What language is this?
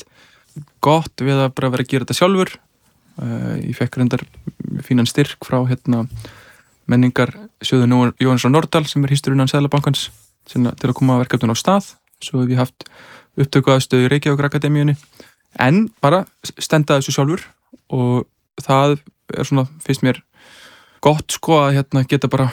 Icelandic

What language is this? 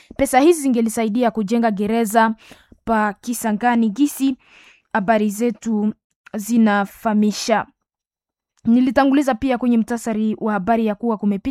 Swahili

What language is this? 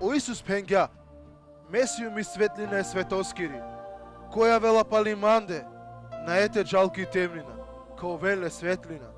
Balkan Romani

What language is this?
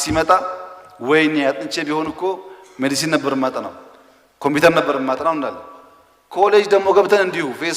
Amharic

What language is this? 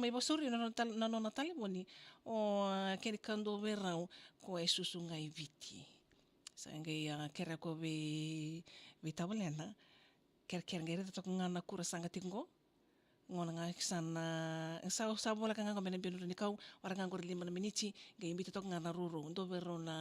Fijian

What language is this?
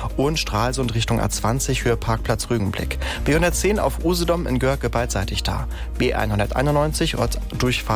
German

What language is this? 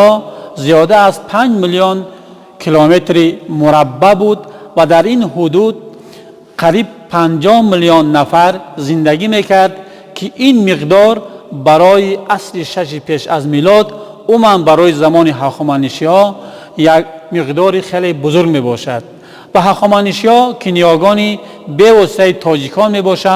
Tajik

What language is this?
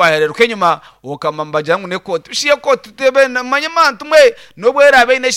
Nyankole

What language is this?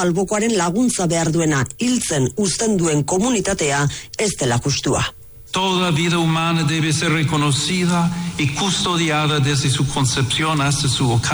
Basque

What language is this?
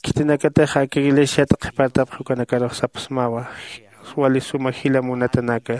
Aymara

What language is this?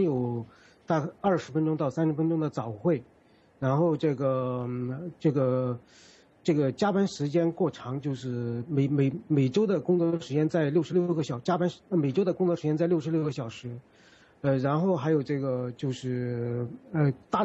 Chinese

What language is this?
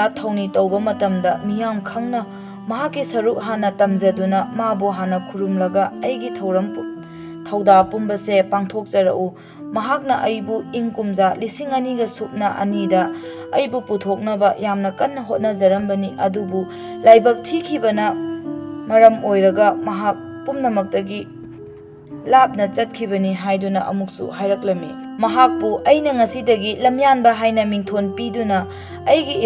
Manipuri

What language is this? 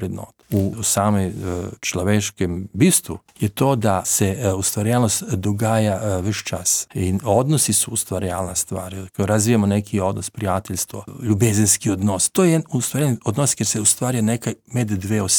Slovenian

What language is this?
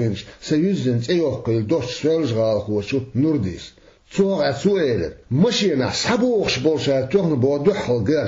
Chechen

